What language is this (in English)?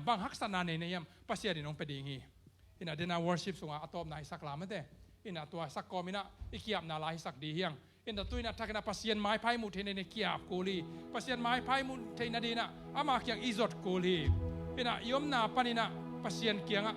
Tedim Chin